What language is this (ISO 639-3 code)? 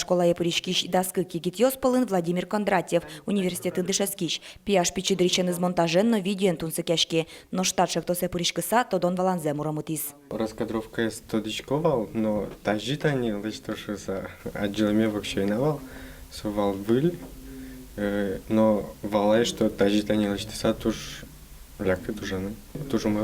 udm